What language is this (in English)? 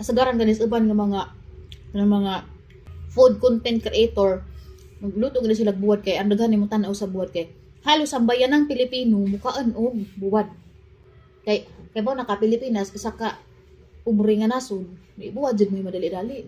Cebuano